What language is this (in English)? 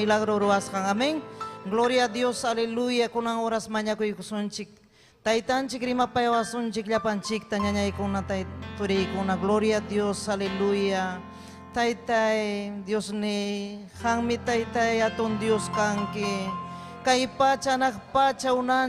Ayacucho Quechua